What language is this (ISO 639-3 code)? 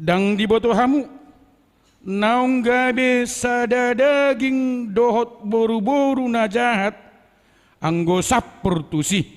bbc